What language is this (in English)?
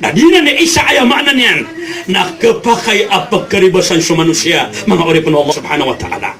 Maranao